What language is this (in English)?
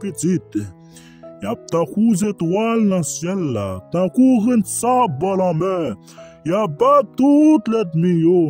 Haitian Creole